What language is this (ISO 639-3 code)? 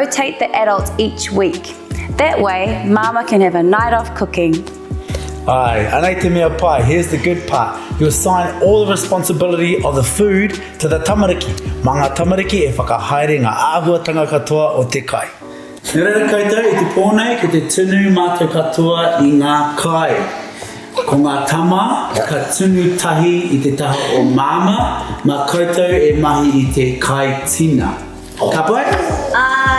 mri